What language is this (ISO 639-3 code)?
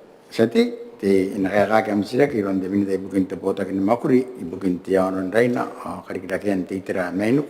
gil